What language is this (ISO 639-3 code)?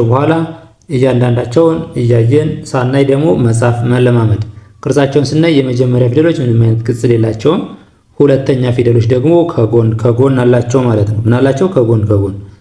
amh